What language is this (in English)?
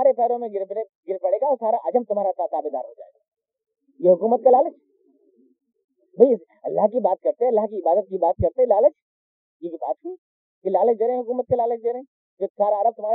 Urdu